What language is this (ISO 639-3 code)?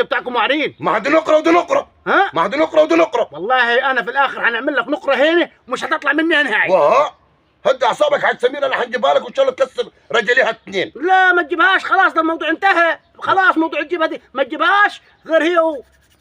arz